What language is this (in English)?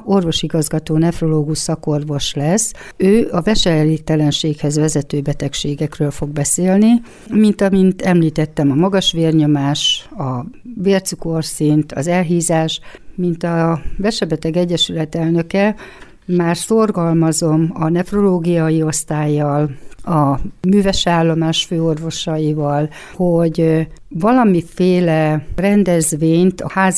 Hungarian